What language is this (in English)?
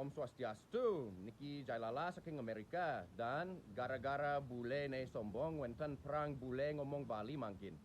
Balinese